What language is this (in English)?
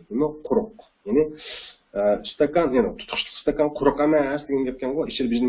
Uyghur